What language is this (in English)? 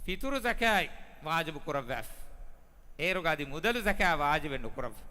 Divehi